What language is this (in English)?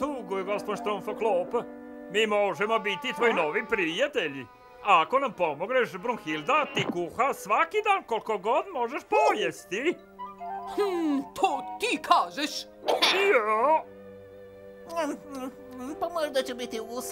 Croatian